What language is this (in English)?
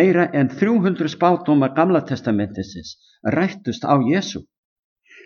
Icelandic